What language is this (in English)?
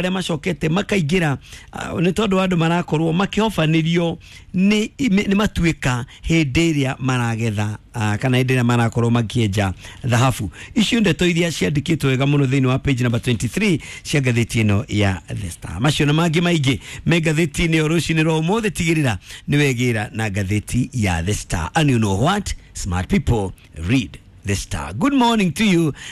Kikuyu